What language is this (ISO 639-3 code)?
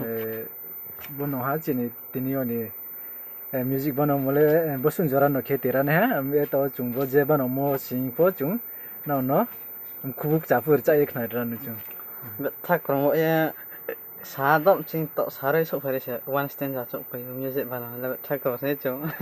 ria